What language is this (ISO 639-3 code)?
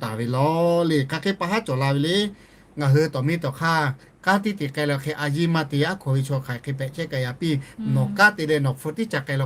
lhu